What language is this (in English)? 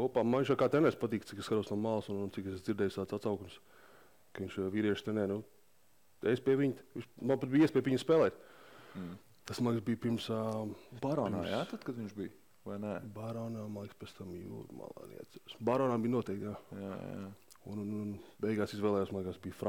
Latvian